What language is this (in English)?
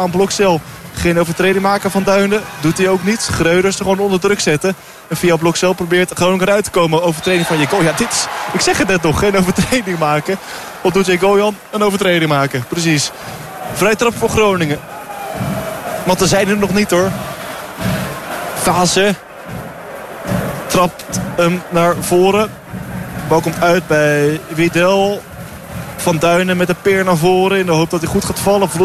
Dutch